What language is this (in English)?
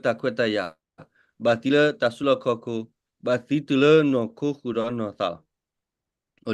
S'gaw Karen